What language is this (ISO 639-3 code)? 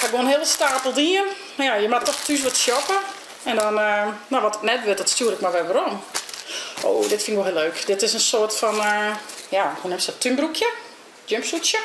fry